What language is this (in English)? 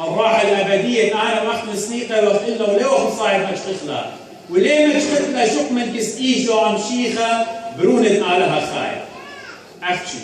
Assyrian Neo-Aramaic